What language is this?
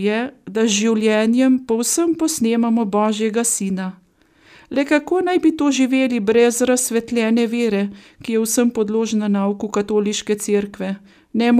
Slovenian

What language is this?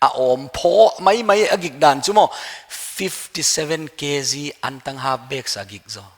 Paite Chin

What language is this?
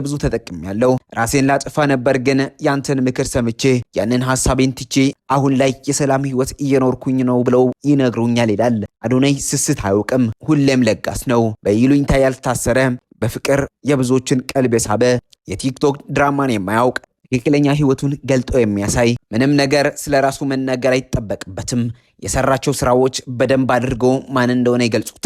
Amharic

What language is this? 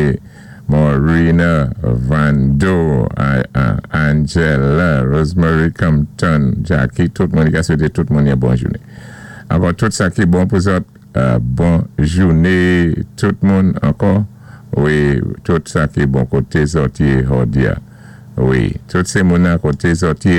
Saint Lucian Creole French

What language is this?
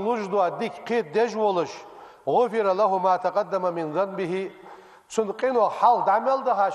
Ingush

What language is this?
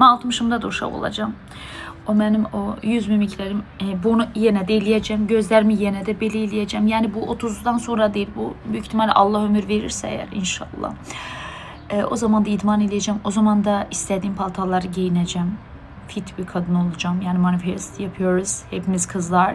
Azerbaijani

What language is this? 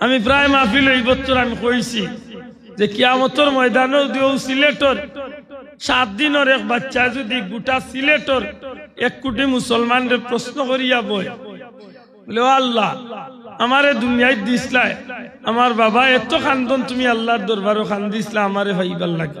Sylheti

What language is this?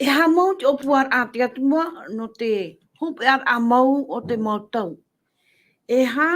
Tahitian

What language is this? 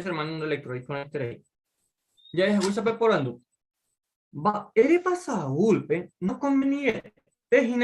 Guarani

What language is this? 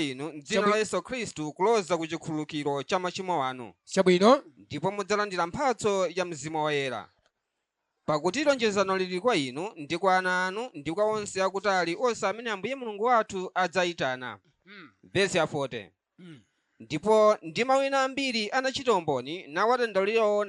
Nyanja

